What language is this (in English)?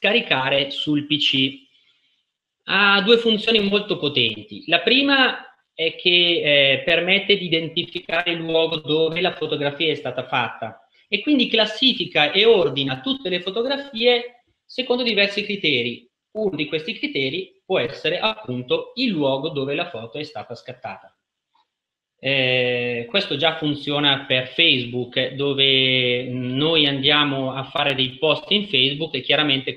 Italian